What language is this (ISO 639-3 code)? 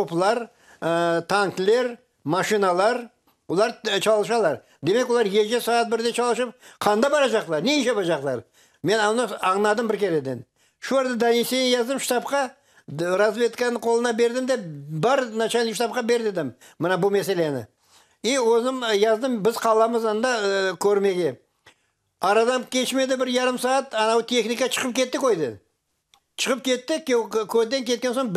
crh